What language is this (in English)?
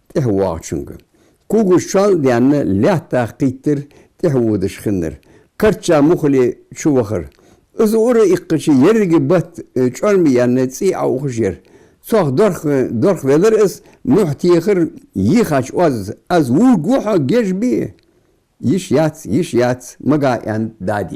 Ingush